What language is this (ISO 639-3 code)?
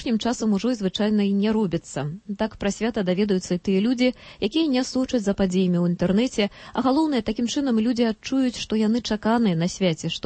bel